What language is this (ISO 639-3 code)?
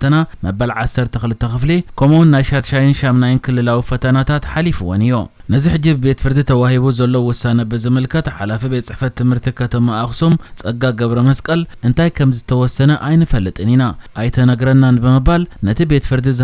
tir